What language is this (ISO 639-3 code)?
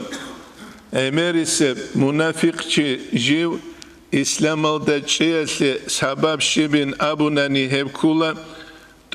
ava